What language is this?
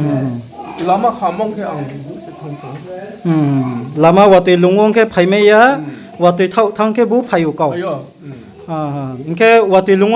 Riang (India)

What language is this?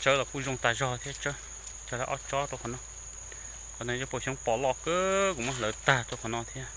Hmong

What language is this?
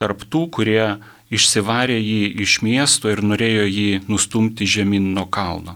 Lithuanian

